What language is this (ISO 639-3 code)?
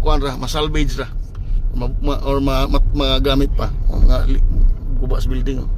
ceb